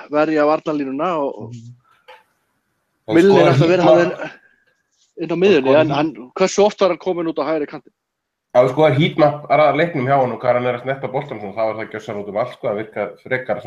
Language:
Icelandic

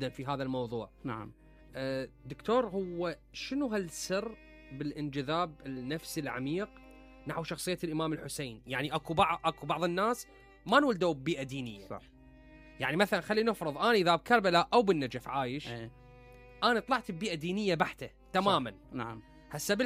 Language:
Mesopotamian Arabic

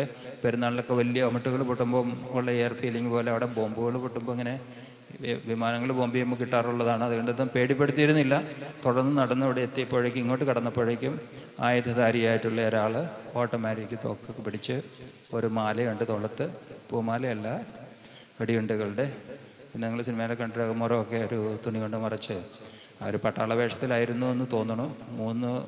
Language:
Malayalam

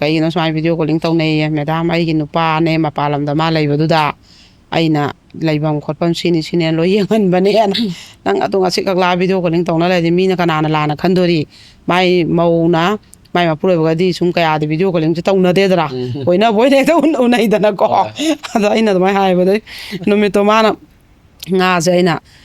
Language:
Manipuri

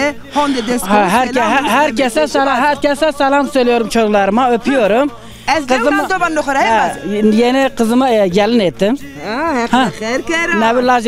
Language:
Zaza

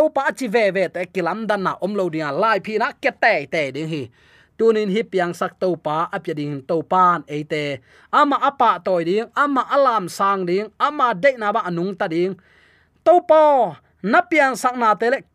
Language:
Tedim Chin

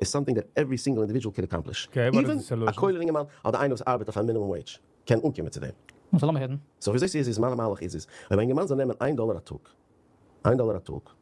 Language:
Yiddish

